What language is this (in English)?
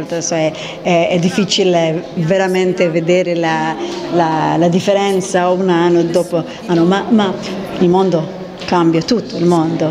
Italian